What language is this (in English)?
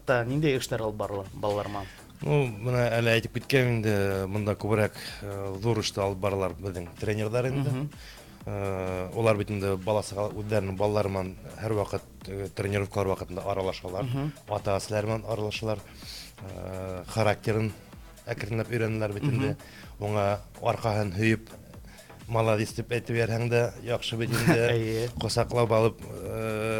Bashkir